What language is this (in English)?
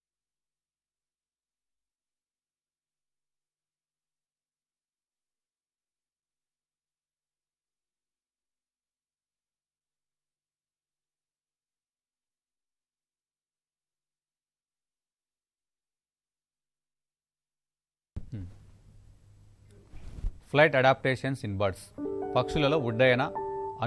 Telugu